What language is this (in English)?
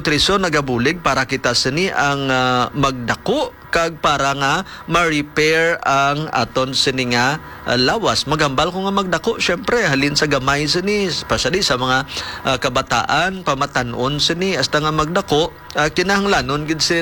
Hiligaynon